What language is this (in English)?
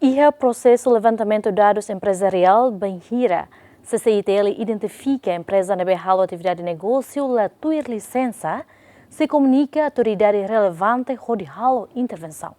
Tetum